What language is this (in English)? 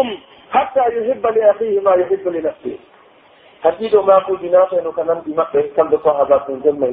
Pular